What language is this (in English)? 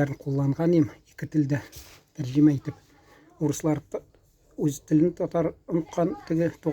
Tatar